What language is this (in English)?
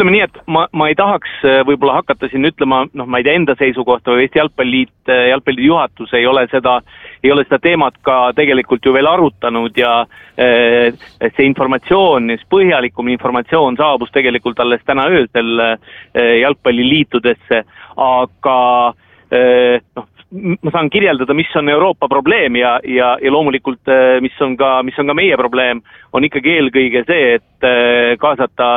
Estonian